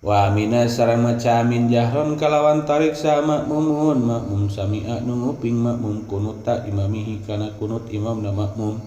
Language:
Sundanese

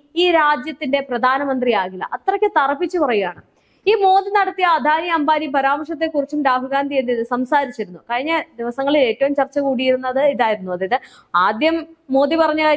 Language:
Malayalam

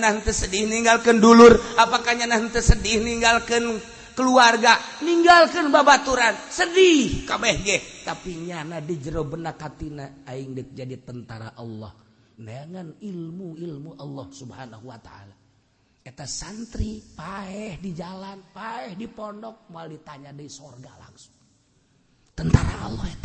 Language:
Sundanese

